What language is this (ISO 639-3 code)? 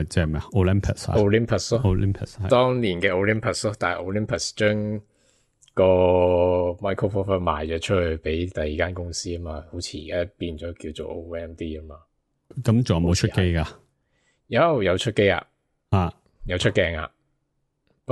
yue